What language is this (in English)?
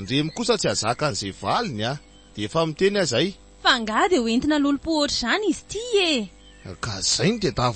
Malagasy